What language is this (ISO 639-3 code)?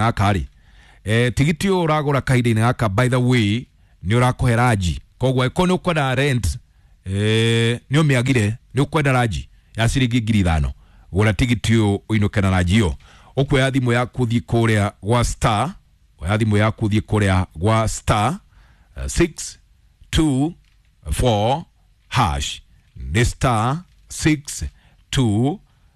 kik